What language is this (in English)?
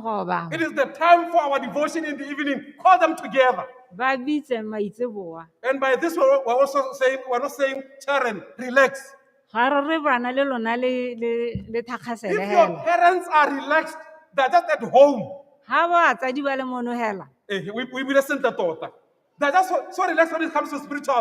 Tswana